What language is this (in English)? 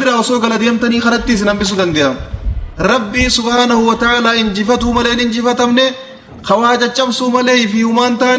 Oromo